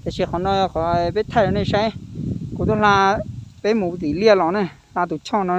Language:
Hmong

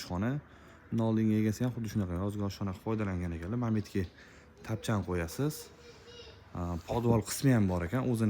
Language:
Uzbek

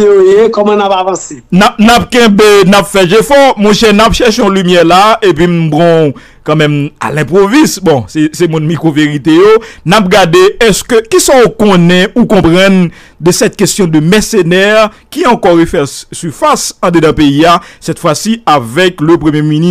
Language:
Haitian Creole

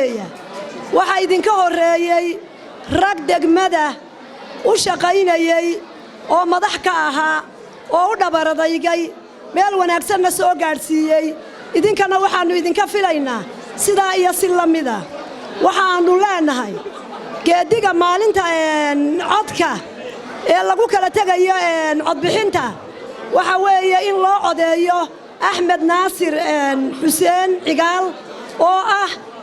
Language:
Somali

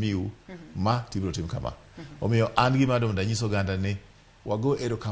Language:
Luo (Kenya and Tanzania)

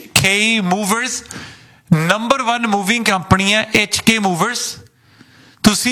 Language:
Punjabi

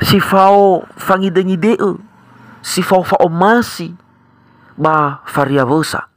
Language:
Nias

